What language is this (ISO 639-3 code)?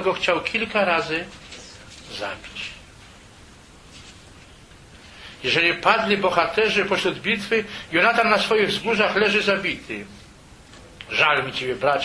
pol